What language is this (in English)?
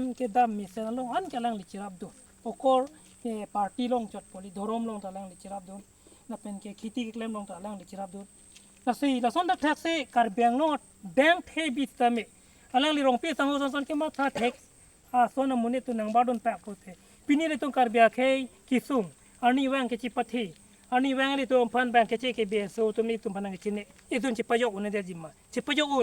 Karbi